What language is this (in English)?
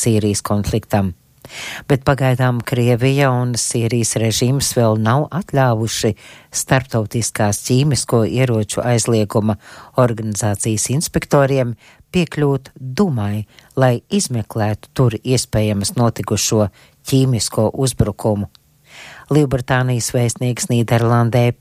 Latvian